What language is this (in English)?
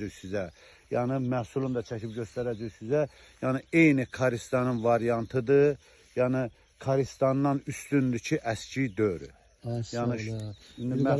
Azerbaijani